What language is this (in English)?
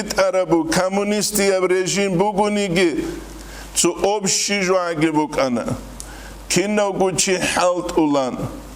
Avaric